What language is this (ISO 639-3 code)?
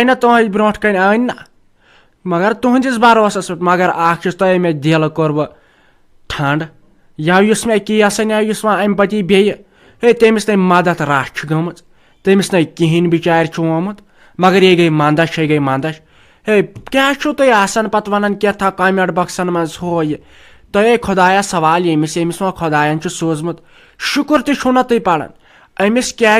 kas